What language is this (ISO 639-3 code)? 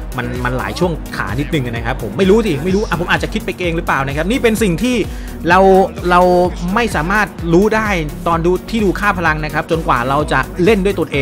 tha